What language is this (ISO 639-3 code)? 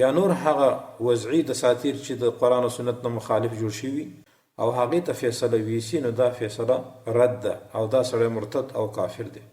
pus